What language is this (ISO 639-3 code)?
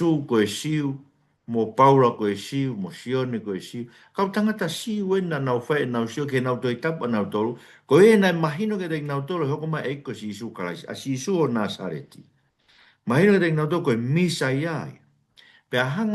ton